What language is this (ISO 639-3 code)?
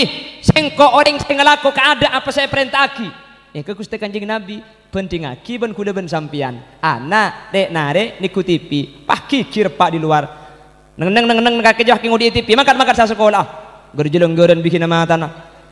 mad